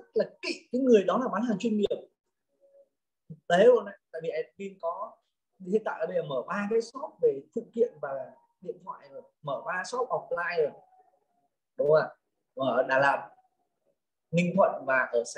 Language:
Vietnamese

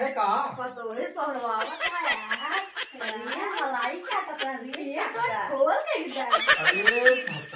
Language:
Awadhi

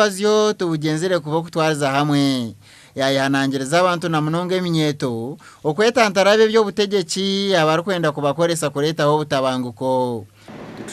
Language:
Nyankole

